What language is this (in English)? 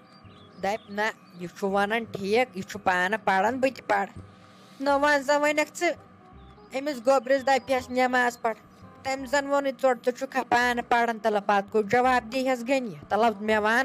Kashmiri